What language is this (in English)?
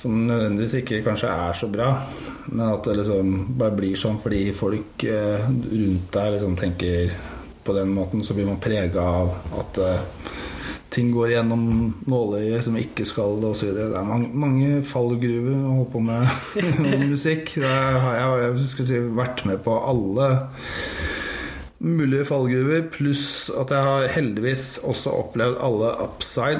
Norwegian